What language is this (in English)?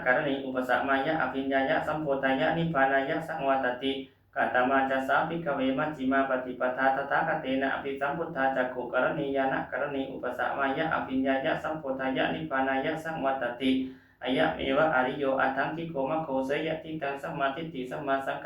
Pali